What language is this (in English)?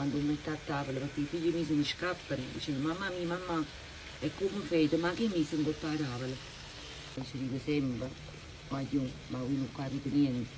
Neapolitan